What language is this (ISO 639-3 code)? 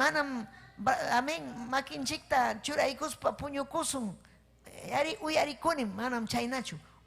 quy